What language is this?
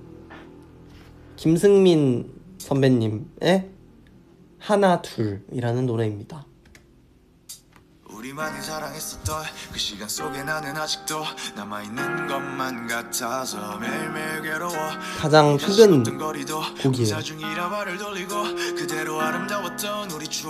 Korean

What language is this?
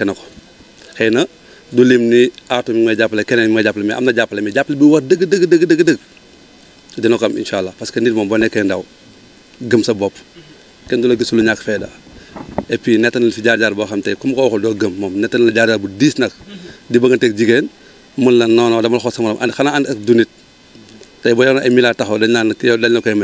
Wolof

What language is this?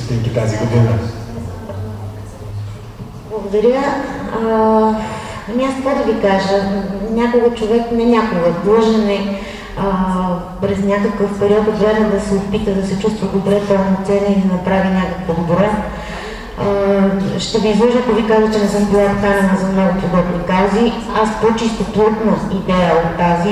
Bulgarian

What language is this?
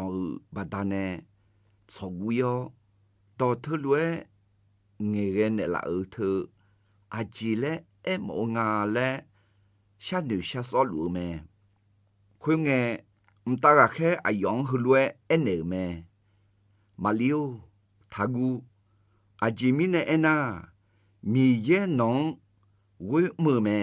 Akha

